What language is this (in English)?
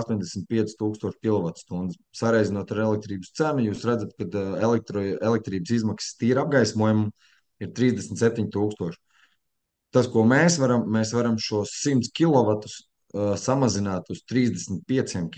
Latvian